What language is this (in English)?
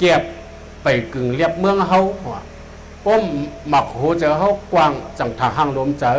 Shan